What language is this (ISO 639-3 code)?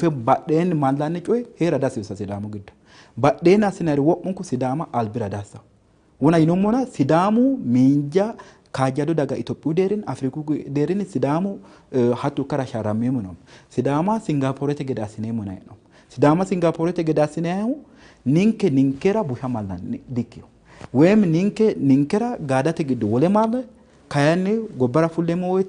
sid